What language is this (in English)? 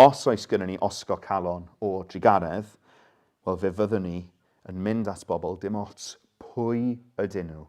Welsh